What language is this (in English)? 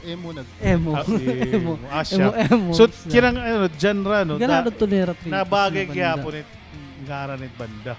Waray